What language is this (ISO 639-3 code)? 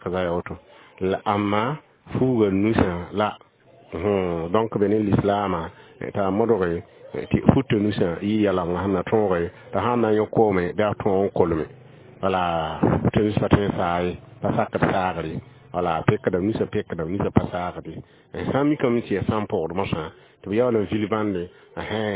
mos